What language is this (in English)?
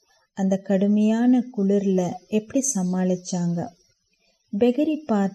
Tamil